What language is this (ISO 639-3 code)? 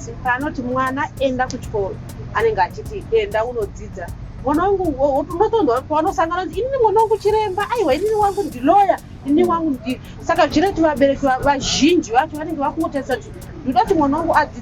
sna